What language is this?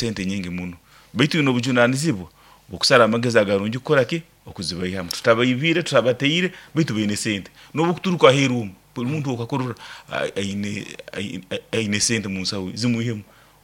Nyoro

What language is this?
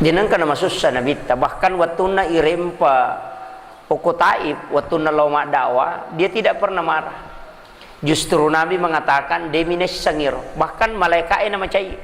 Buginese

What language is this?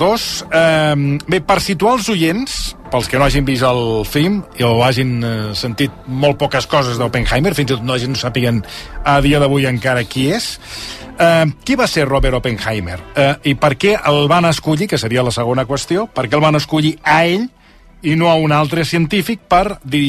Catalan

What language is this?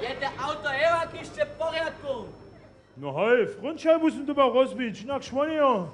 Upper Sorbian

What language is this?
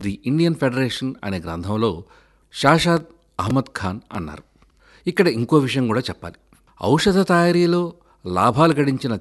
Telugu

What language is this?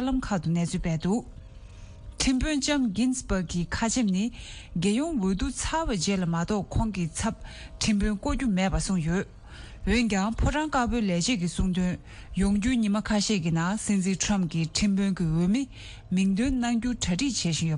Tibetan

